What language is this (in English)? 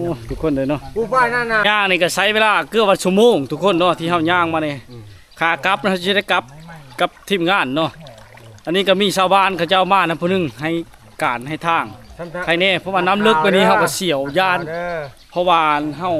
Lao